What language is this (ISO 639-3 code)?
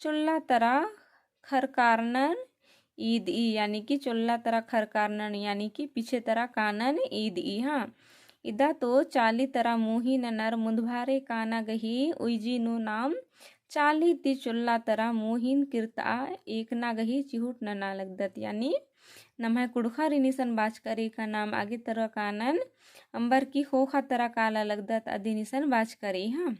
kru